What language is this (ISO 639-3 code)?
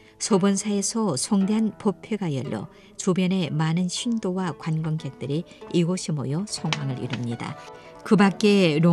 kor